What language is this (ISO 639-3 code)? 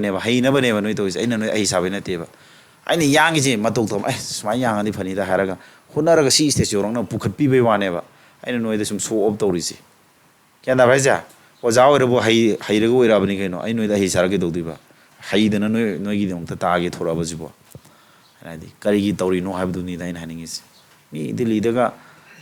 mni